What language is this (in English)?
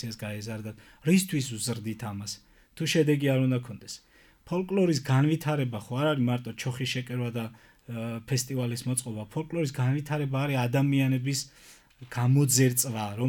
Georgian